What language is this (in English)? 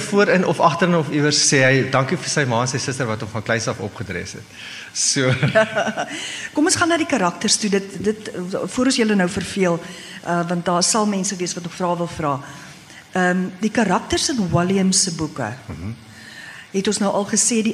Afrikaans